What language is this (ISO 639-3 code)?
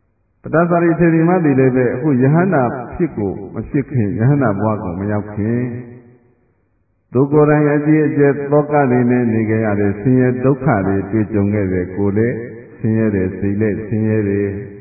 mya